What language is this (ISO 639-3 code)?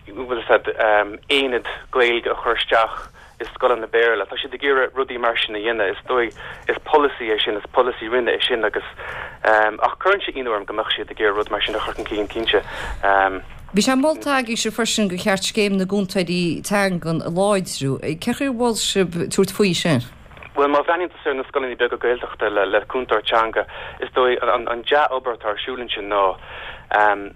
gle